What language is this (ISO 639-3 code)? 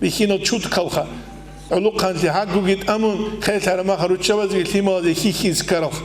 ava